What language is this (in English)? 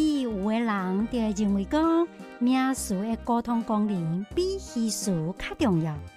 Min Nan Chinese